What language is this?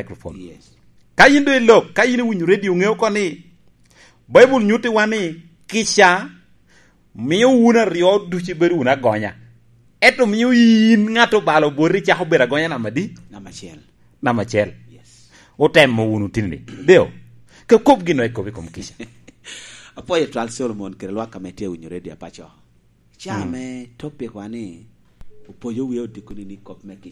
Lango (Uganda)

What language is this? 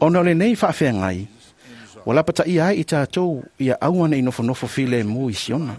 Samoan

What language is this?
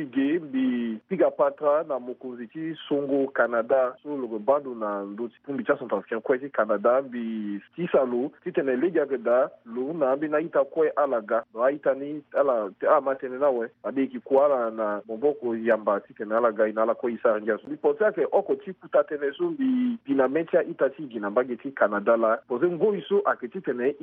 Sango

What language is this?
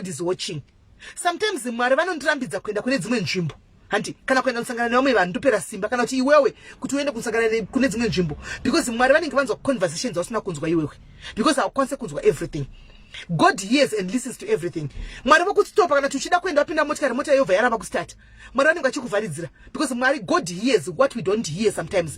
Shona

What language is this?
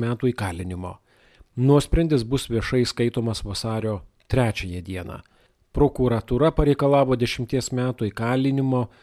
Lithuanian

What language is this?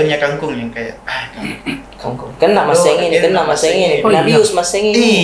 Makassar Malay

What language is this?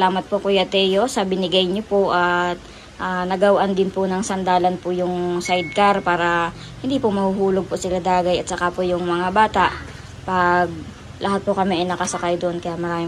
Filipino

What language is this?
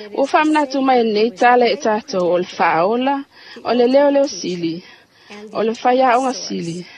Samoan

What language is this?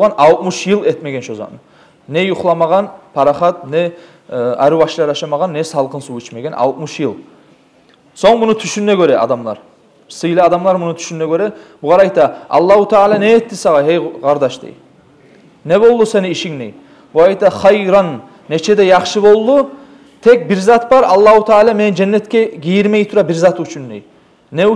Kumyk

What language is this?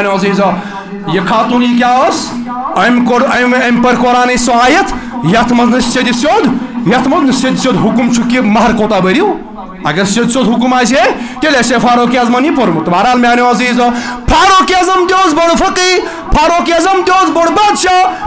Kashmiri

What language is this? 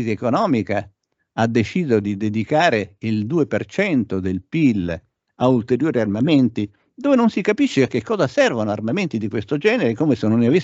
Italian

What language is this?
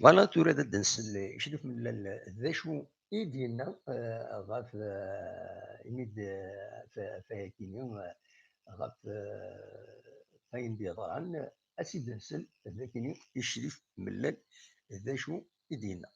Kabyle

